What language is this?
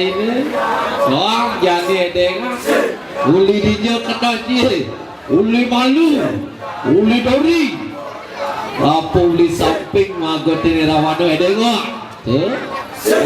Balinese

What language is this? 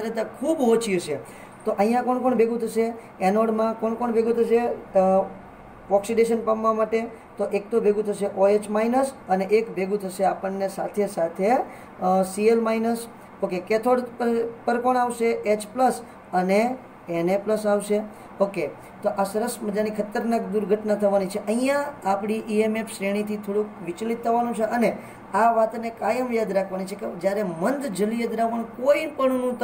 Gujarati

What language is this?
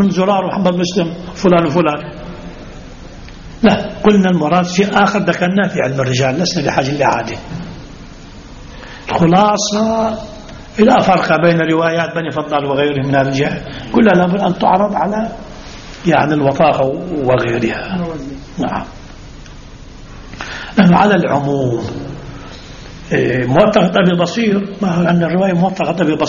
Arabic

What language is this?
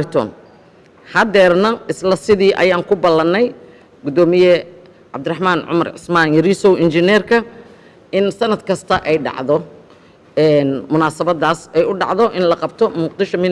Somali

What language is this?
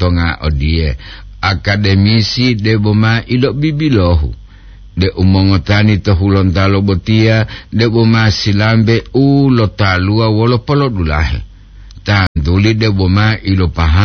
Gorontalo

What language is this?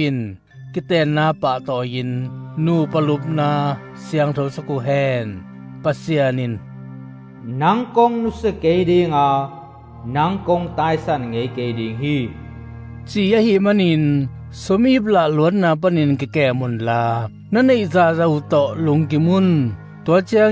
Tedim Chin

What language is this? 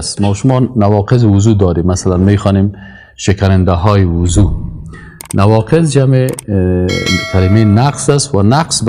Persian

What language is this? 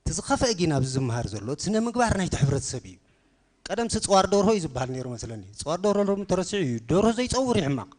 Tigrinya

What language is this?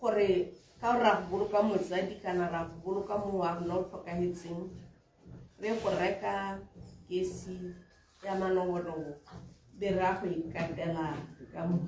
Tswana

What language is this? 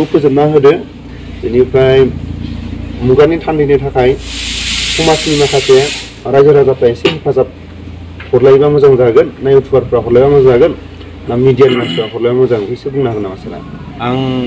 Bodo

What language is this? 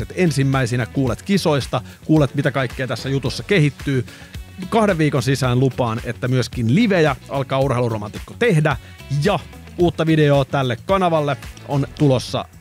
Finnish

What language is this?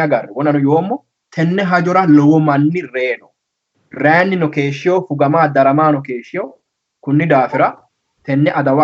Sidamo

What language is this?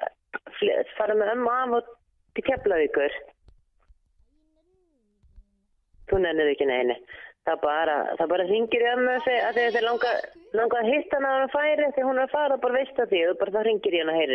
Icelandic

